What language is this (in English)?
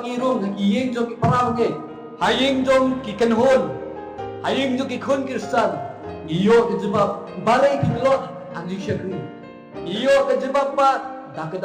Khasi